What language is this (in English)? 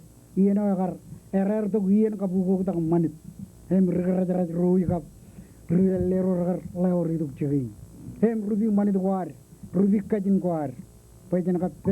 Marshallese